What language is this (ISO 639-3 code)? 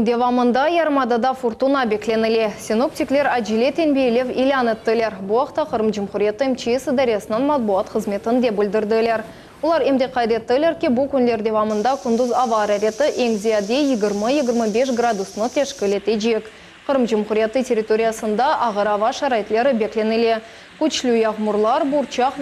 crh